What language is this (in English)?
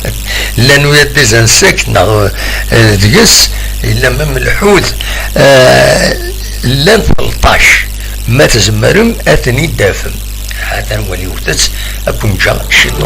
Kabyle